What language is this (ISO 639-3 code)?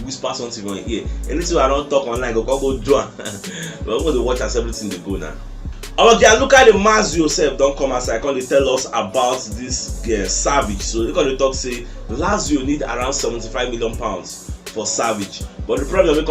pcm